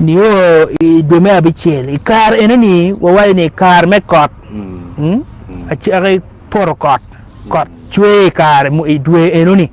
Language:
Acoli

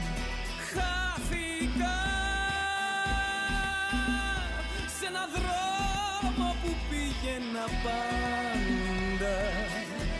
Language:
Greek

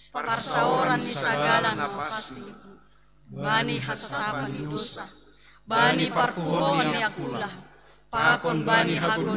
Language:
Batak Simalungun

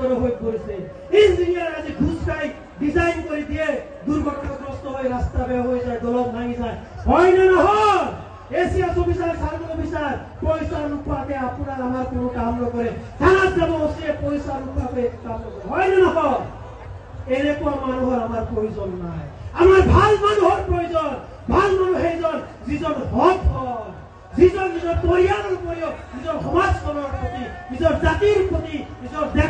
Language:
Assamese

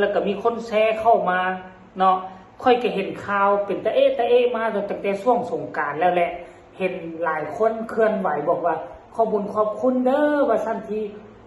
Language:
Northeastern Thai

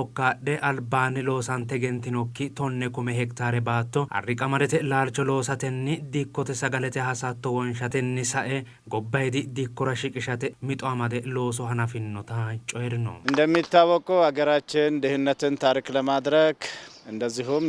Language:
Sidamo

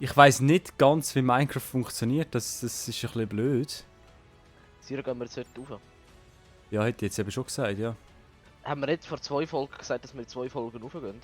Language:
Swiss German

